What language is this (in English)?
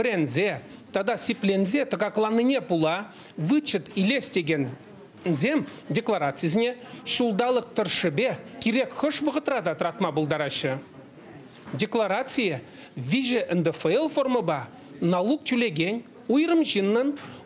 Chuvash